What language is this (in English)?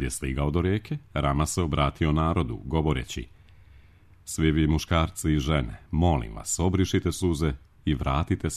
Serbian